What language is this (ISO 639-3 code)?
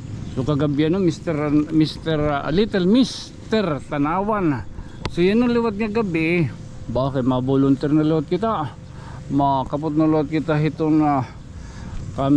war